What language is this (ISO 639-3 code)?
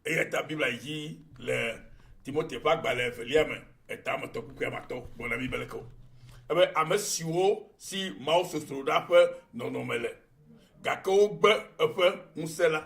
ewe